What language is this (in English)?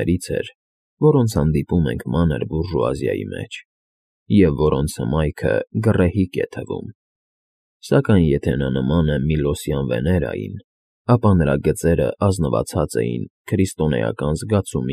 Armenian